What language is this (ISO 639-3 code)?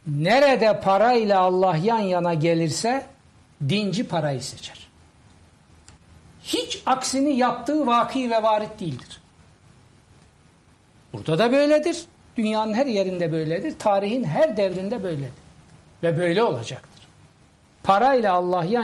tur